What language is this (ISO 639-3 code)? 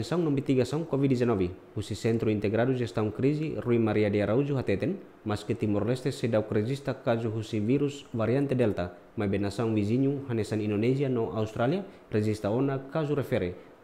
tet